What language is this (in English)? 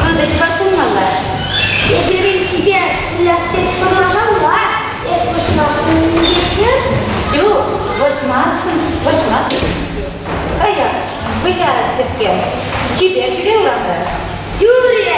Chuvash